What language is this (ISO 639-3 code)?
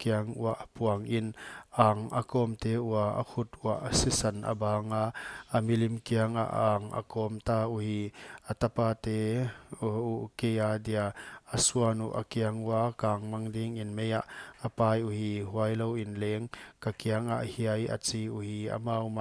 pck